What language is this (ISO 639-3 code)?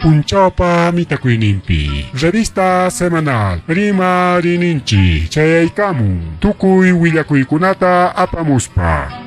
quy